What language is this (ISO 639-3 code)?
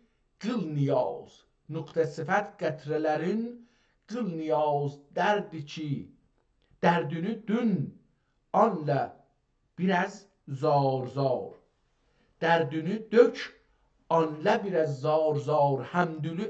azb